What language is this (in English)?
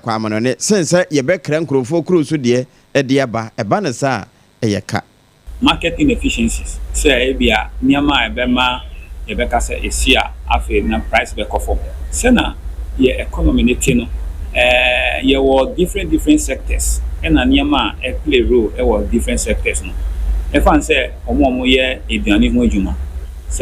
Akan